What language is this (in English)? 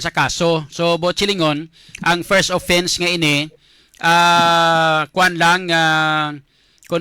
Hiligaynon